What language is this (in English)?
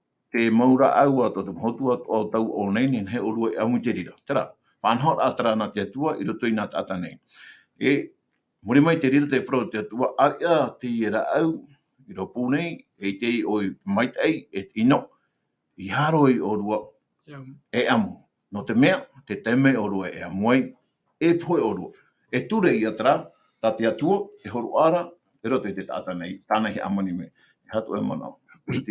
Tahitian